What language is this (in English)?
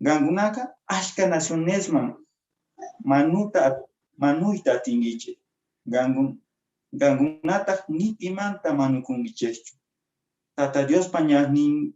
Quechua